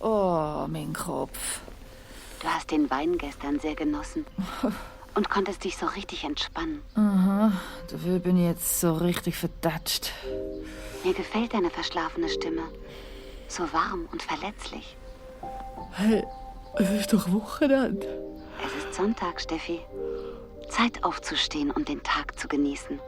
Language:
Swiss German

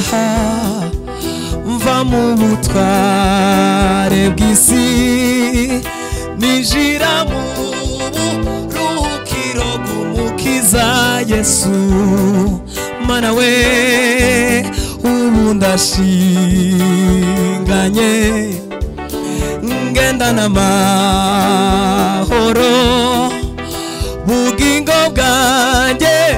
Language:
Kinyarwanda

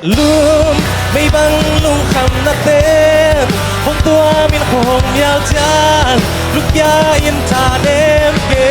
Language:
Tedim Chin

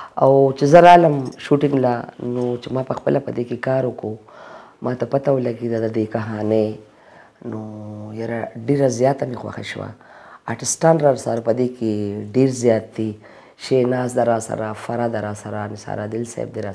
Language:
Pashto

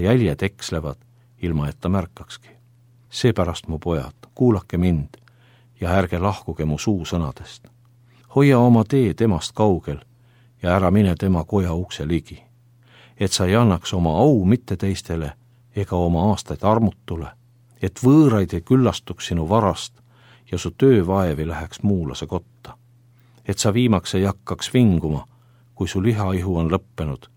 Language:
Estonian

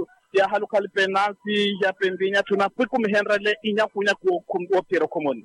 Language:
Makhuwa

